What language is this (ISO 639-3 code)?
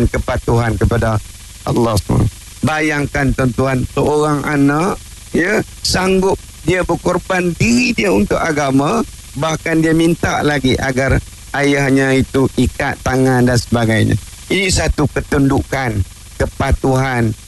msa